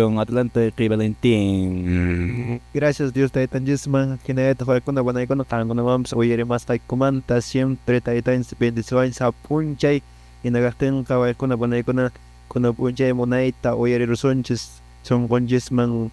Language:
Quechua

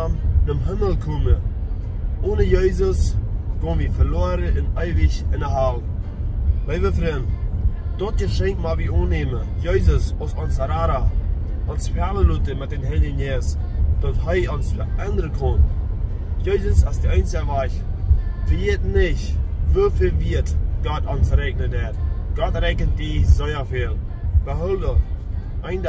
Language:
Plautdietsch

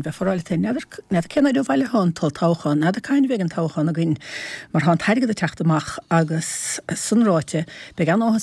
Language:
Irish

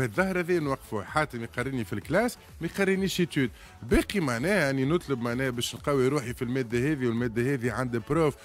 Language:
Tunisian Arabic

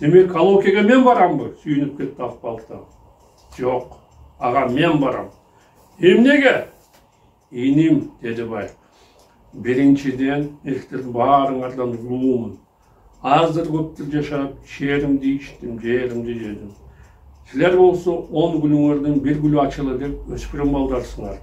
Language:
Kyrgyz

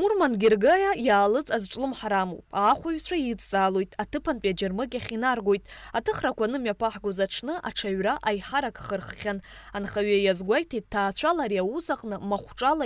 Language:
Abkhazian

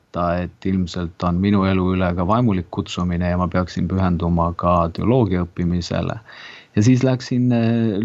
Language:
Estonian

